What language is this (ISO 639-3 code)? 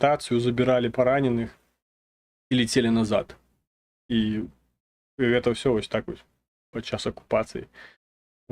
bel